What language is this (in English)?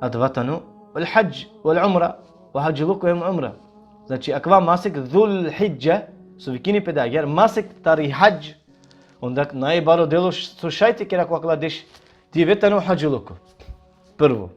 Balkan Romani